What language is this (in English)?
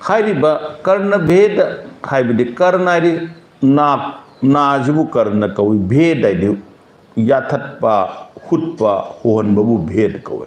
Manipuri